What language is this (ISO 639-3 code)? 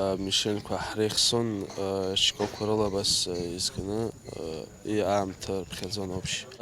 abk